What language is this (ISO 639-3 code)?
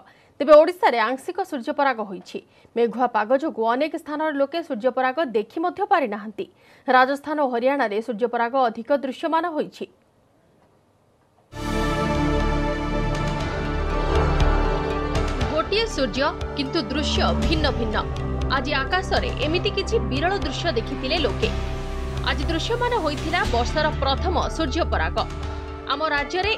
ori